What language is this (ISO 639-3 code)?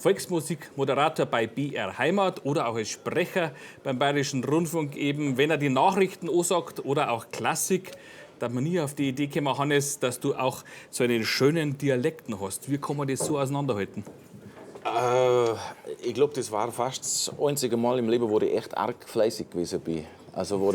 bar